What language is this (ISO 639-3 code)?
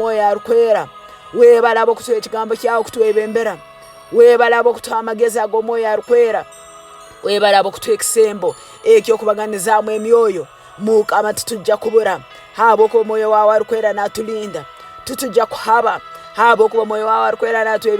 ttj